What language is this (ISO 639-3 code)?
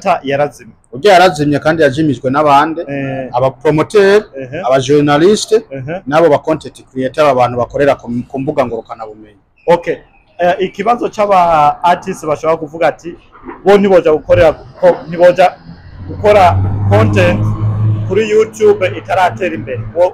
run